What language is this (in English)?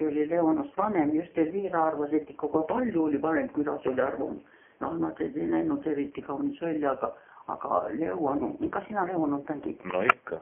Estonian